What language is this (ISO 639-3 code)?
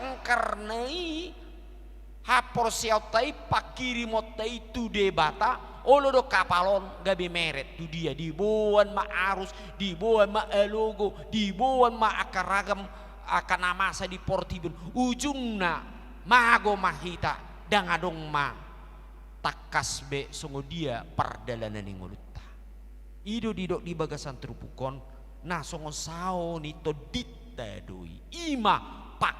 bbc